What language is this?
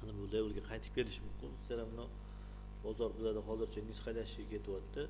Uzbek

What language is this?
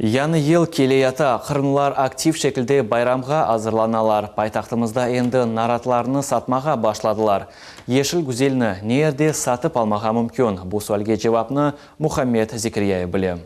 Crimean Tatar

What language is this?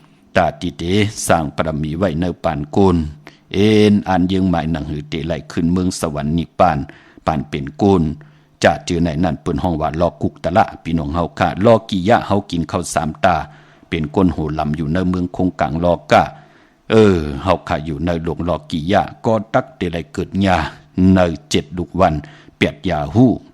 Shan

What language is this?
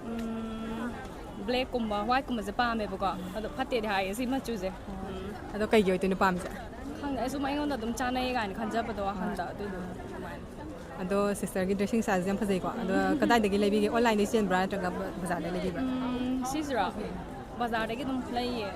Manipuri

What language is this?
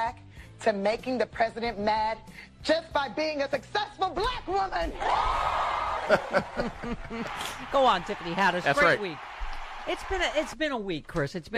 English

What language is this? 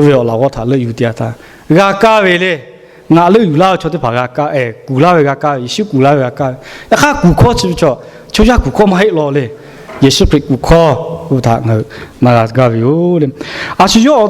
Lahu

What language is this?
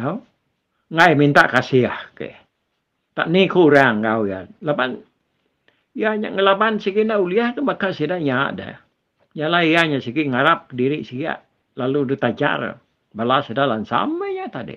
Iban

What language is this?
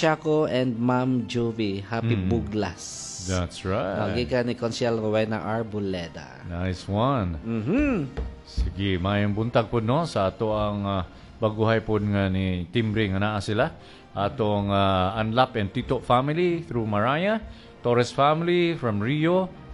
Cebuano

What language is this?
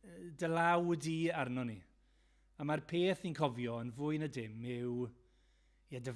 Welsh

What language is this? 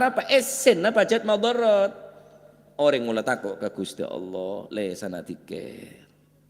Madurese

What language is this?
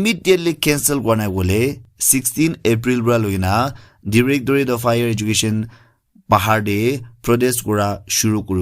Naga Pidgin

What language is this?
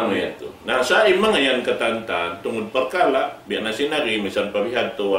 Tausug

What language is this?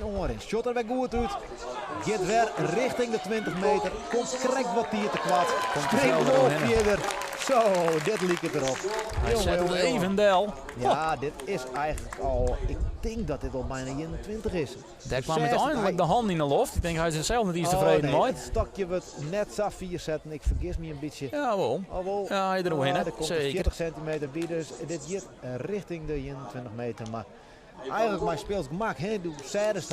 Western Frisian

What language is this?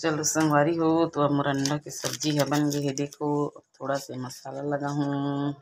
Chhattisgarhi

